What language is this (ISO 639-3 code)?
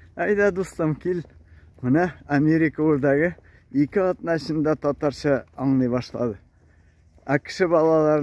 tat